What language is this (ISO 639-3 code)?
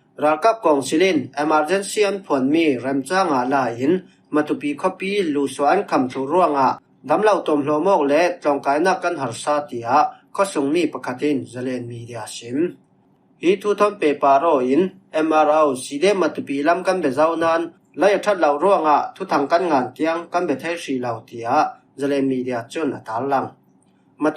cfm